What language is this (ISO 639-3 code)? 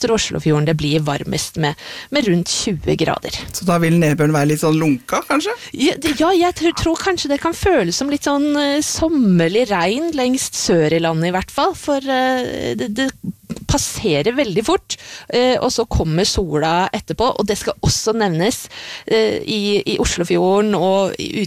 nor